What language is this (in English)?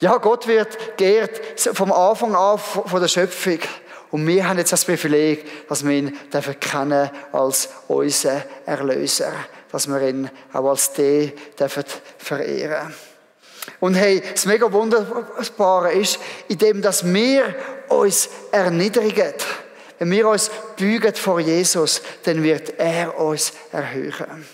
Swiss German